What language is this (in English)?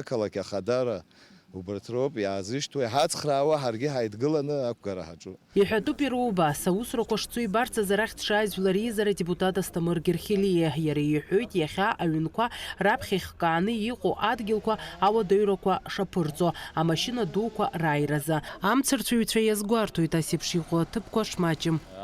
Abkhazian